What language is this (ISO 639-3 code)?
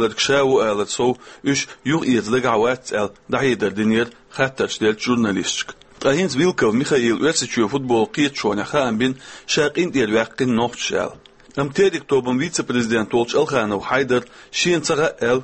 che